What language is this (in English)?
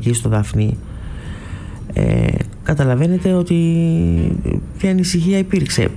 Greek